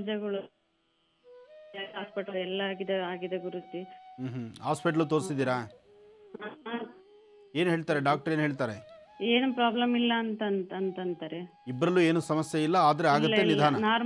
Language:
Kannada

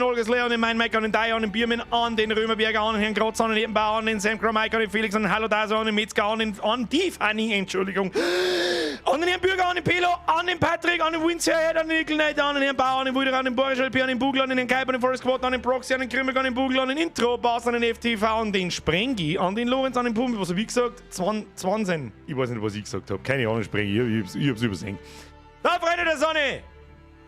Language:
Bavarian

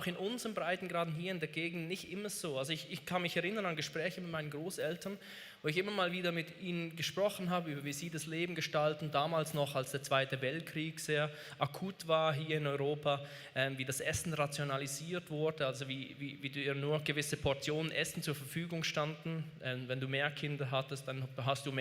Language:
Swiss German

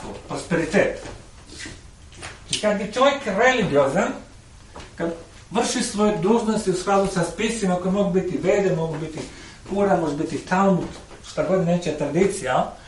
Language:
Croatian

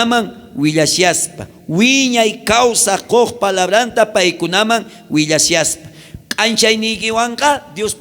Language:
South Bolivian Quechua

